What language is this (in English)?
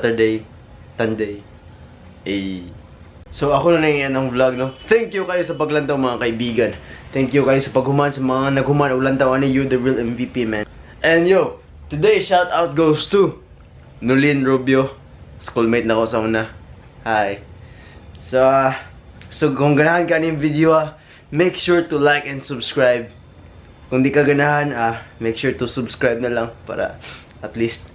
Cebuano